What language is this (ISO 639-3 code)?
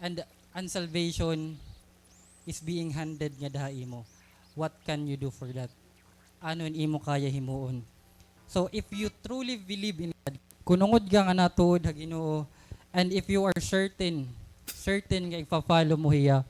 war